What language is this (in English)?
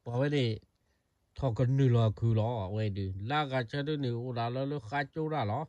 S'gaw Karen